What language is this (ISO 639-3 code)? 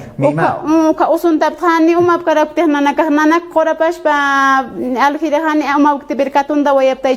aym